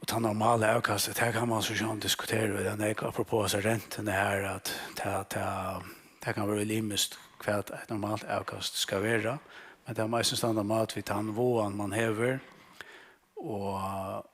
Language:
Faroese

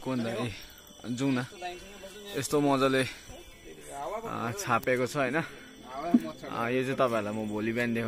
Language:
Nepali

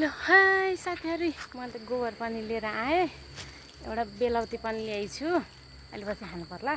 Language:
Nepali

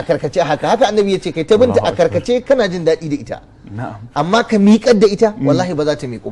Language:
Hausa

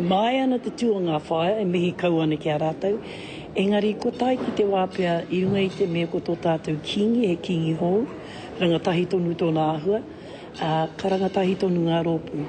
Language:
Māori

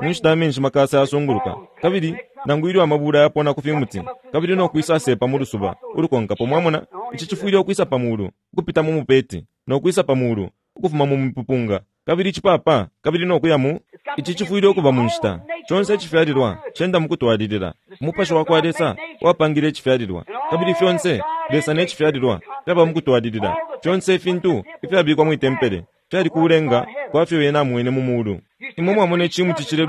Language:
Bemba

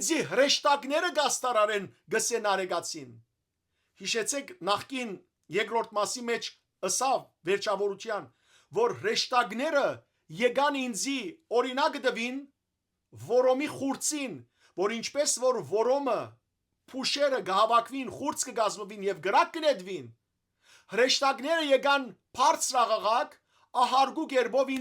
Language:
Western Armenian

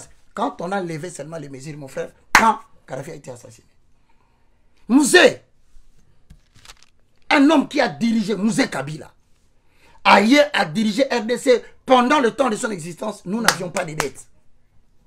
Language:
French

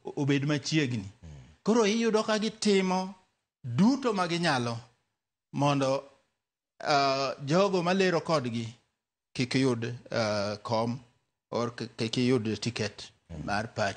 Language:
Luo (Kenya and Tanzania)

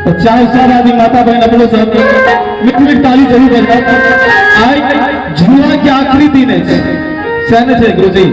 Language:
Maithili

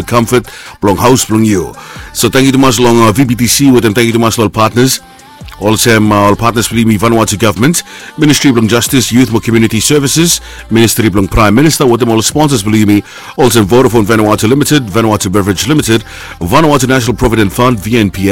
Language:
Bislama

